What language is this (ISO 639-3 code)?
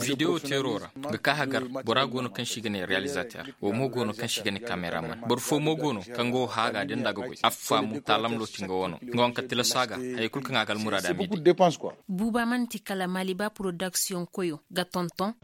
ses